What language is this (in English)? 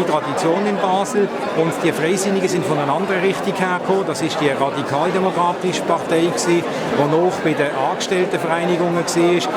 Swiss German